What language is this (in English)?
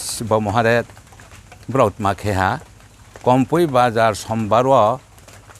Riang (India)